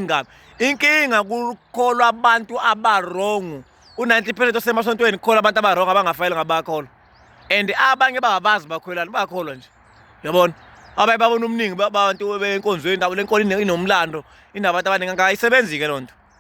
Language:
Zulu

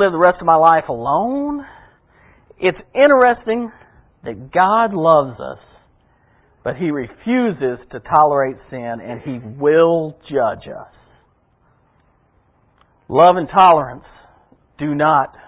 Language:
English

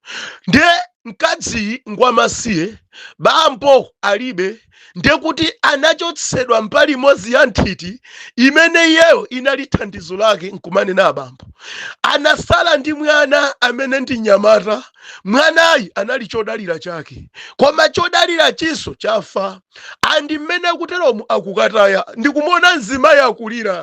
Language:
Nyanja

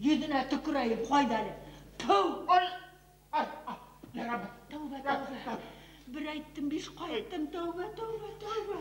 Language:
Bashkir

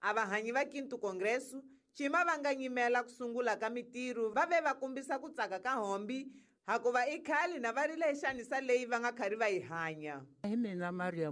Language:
Tsonga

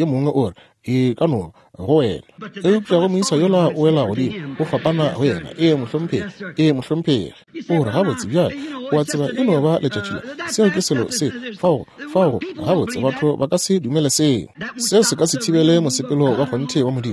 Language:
Northern Sotho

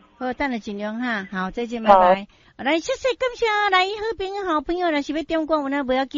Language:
Min Nan Chinese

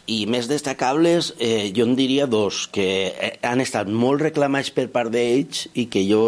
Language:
Catalan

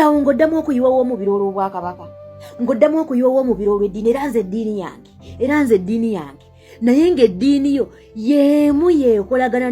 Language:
Ganda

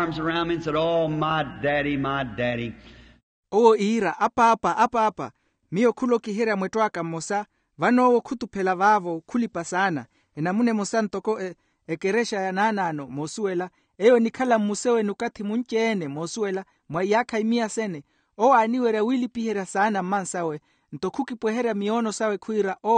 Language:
Makhuwa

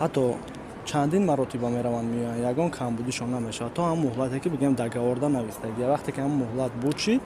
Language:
Tajik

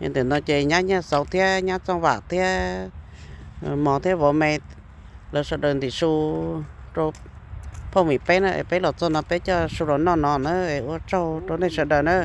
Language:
Hmong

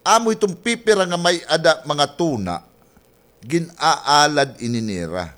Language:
Waray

